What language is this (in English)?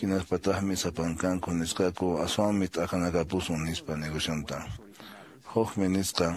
Quechua